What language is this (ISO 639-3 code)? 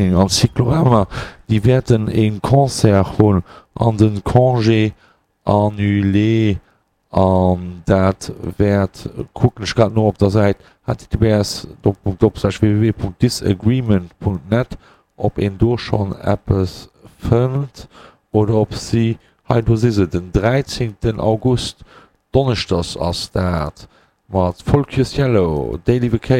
ltz